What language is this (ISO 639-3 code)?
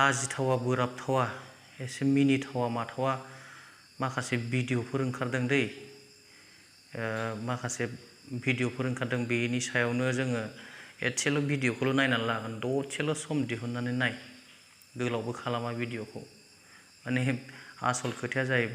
brx